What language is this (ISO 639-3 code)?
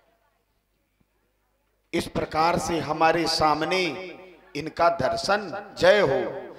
hin